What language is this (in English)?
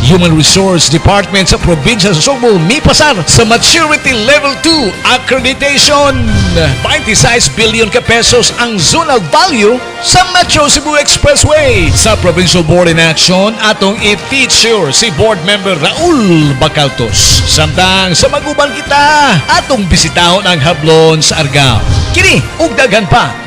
Cebuano